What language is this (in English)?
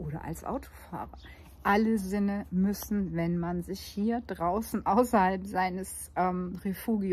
German